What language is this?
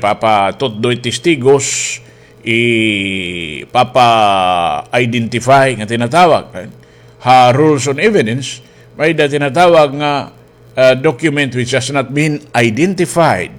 Waray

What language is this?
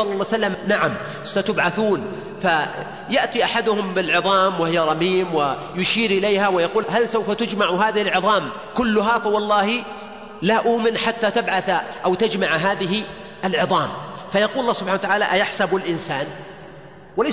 Arabic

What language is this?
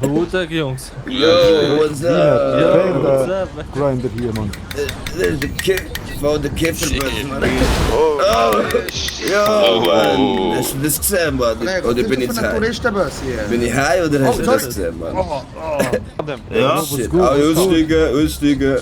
Swiss German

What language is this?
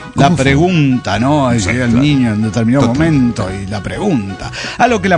Spanish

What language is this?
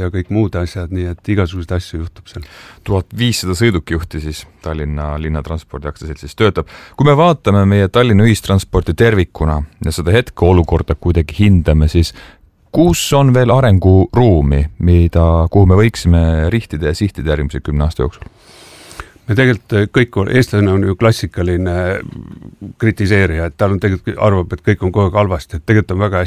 Estonian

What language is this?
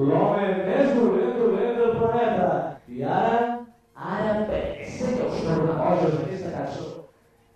Catalan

